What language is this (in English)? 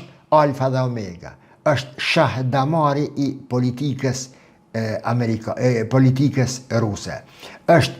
Albanian